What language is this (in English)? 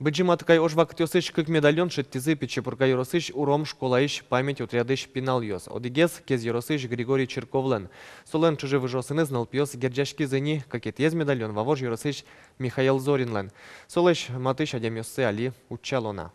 Udmurt